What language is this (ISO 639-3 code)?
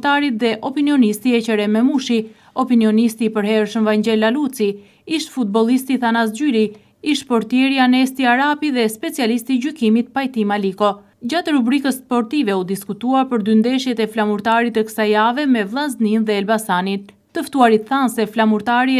sqi